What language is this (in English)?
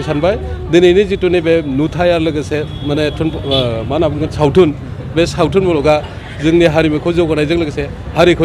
Bodo